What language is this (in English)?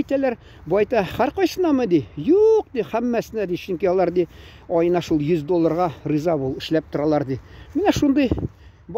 Tatar